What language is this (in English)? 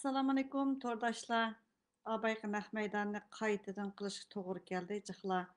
Uyghur